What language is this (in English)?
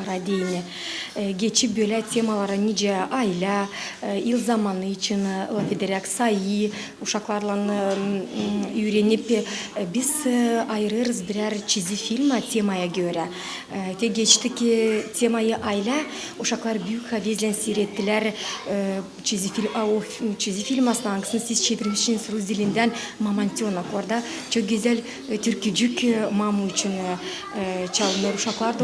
Gagauz